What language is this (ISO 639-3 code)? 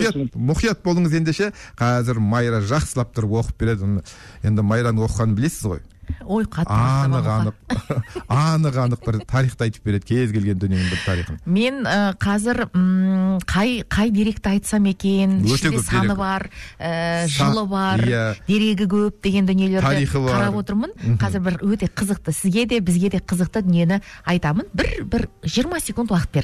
kaz